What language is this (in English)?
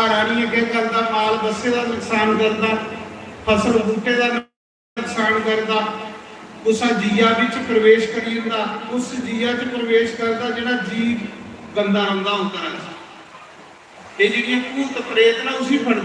Dogri